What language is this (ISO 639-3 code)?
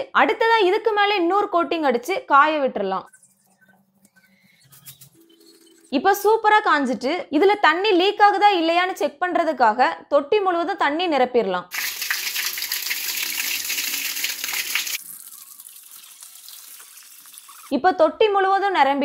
tam